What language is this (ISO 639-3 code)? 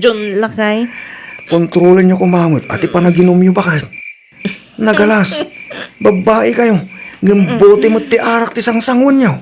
ilo